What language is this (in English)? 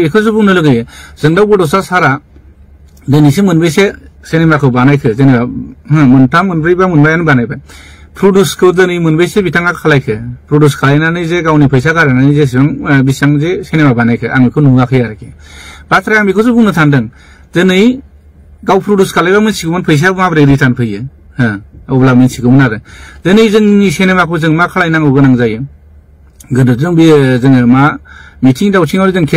Bodo